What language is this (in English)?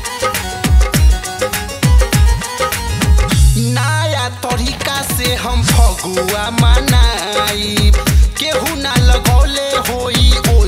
Bhojpuri